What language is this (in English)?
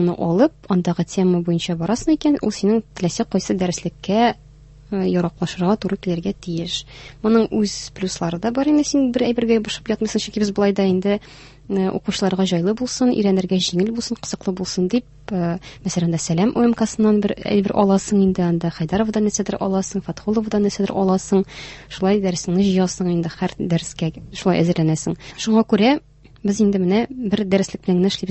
Tatar